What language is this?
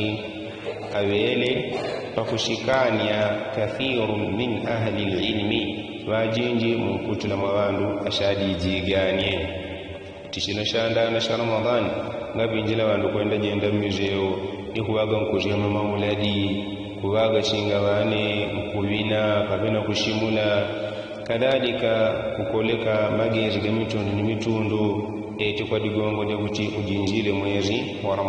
Yao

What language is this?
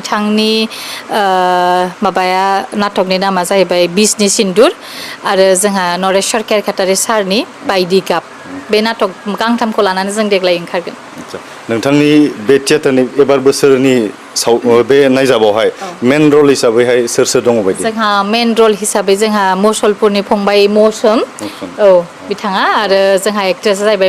Bodo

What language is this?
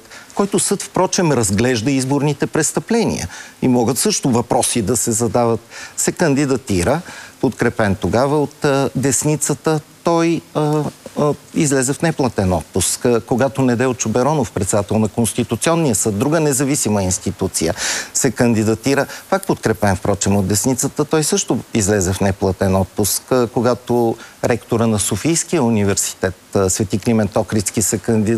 Bulgarian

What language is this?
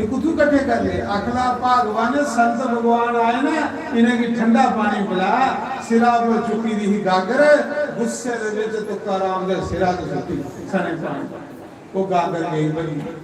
Dogri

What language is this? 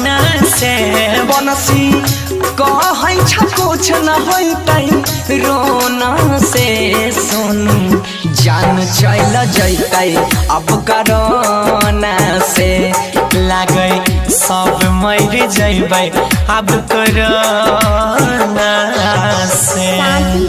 Maithili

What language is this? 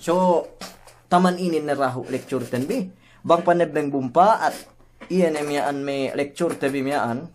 Yakan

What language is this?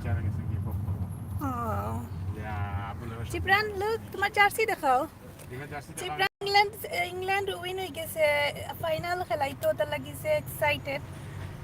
Sylheti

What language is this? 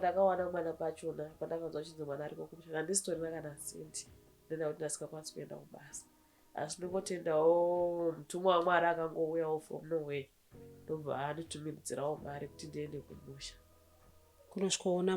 Shona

